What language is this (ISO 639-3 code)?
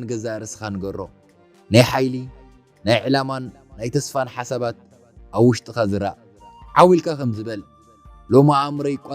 tir